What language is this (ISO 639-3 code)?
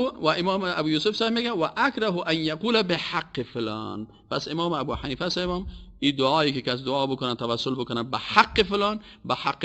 fas